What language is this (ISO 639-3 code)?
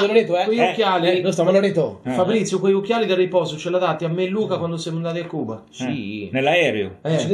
ita